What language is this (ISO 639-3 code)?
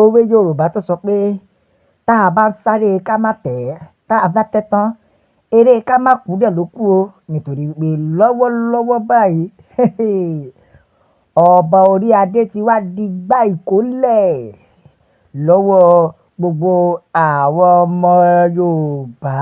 yor